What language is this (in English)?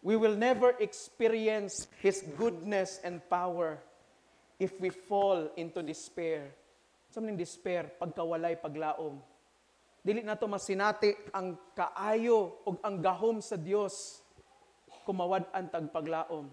Cebuano